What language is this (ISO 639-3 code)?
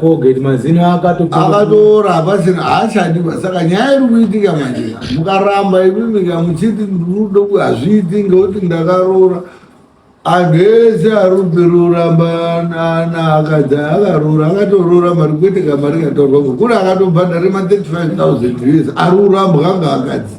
sna